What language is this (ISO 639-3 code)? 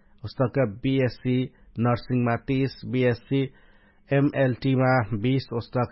thl